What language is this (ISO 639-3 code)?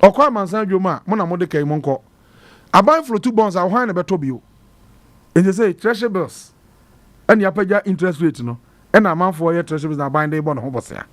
aka